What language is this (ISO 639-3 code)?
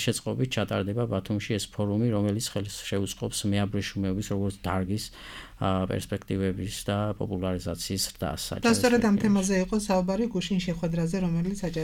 kat